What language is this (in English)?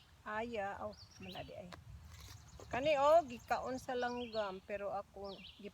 Cebuano